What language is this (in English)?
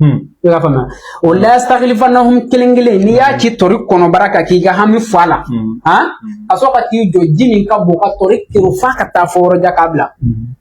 Bambara